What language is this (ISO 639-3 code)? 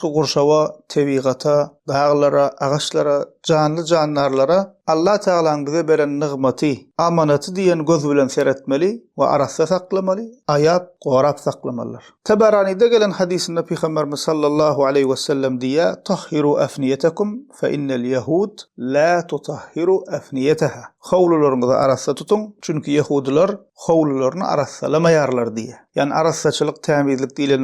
tuk